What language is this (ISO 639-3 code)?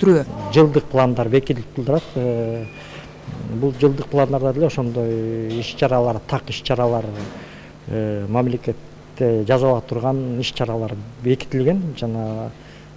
kir